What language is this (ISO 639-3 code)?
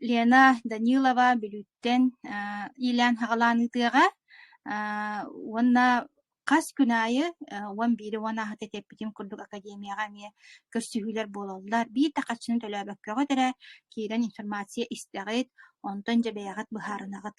sah